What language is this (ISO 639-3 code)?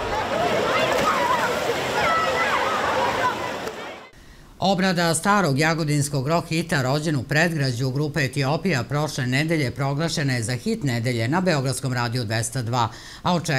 srp